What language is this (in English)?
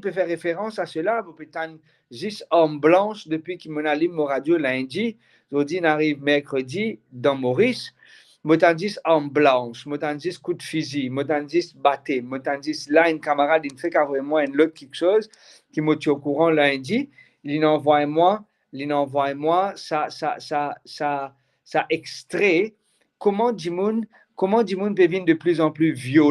Morisyen